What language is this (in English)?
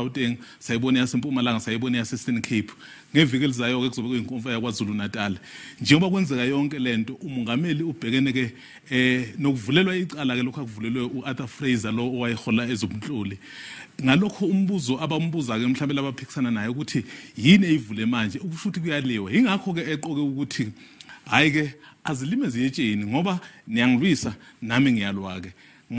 Zulu